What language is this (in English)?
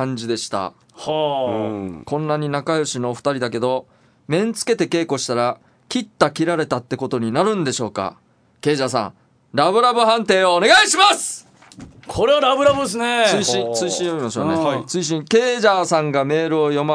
Japanese